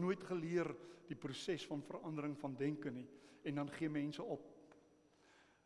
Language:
Afrikaans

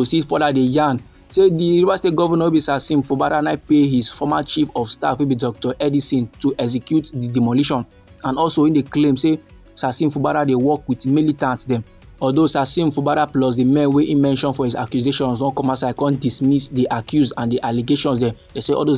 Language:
Nigerian Pidgin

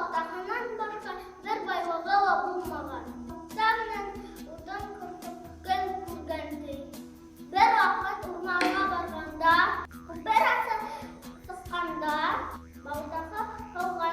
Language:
Bashkir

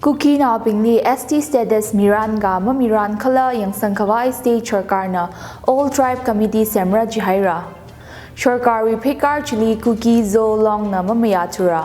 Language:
Tangkhul Naga (India)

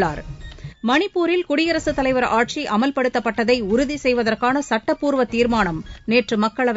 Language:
Tamil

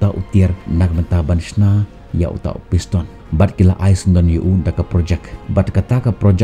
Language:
Khasi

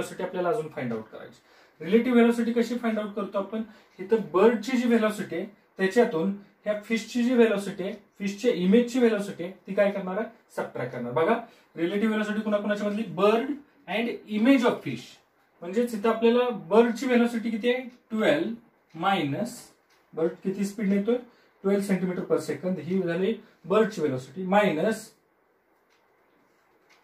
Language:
Marathi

